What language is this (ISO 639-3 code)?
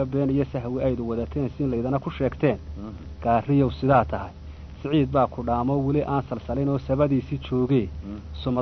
som